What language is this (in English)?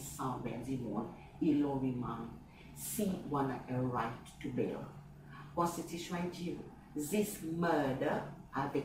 Seselwa Creole French